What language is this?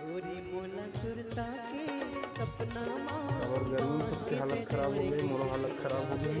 Chhattisgarhi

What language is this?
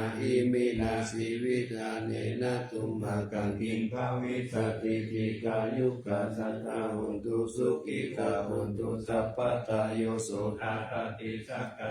Pali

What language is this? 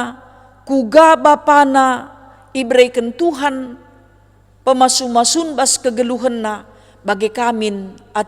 Batak Karo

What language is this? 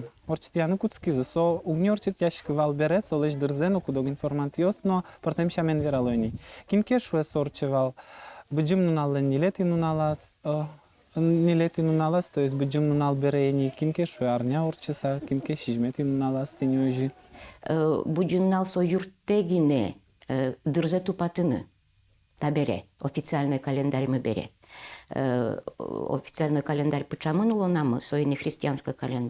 Udmurt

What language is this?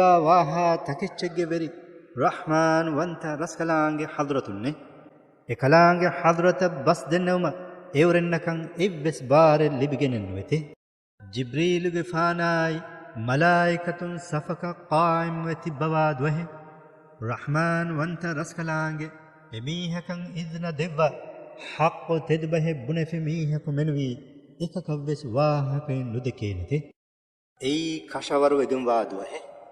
Divehi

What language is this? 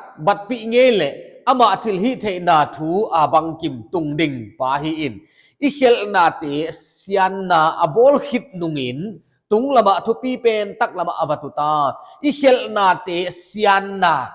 Paite Chin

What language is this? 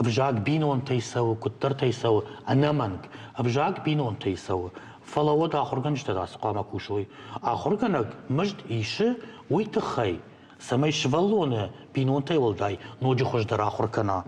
Ossetic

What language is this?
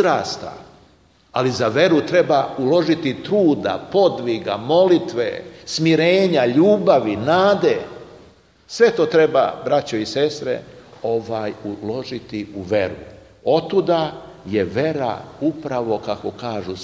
Serbian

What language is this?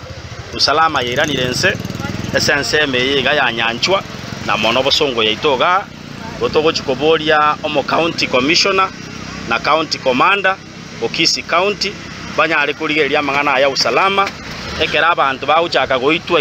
Gusii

